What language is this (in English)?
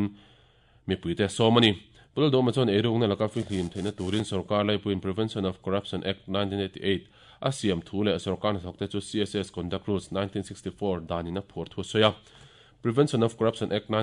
Mizo